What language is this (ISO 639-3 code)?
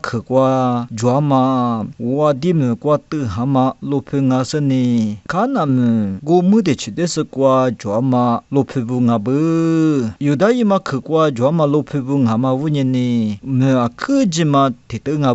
lis